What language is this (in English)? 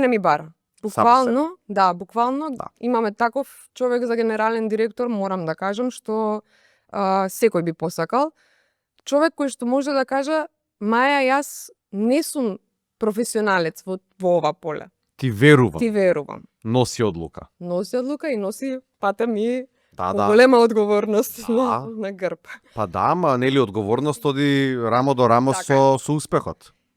Macedonian